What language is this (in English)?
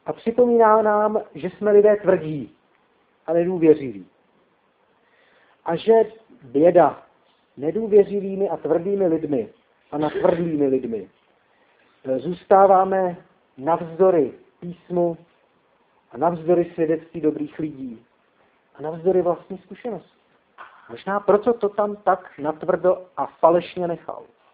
Czech